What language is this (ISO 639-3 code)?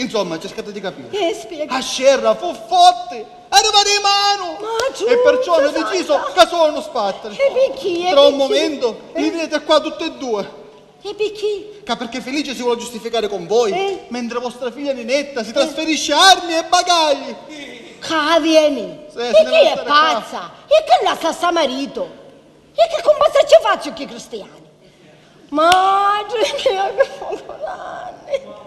scn